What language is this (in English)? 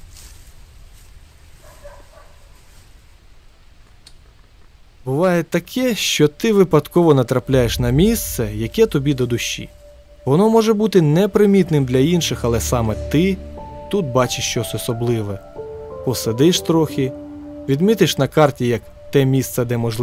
Ukrainian